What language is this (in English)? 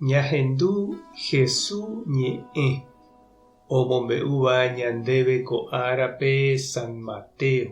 Guarani